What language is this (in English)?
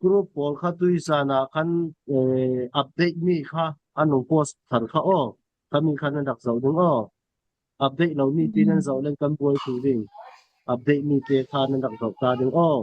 Falam Chin